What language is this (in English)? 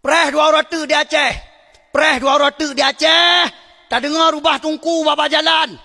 Achinese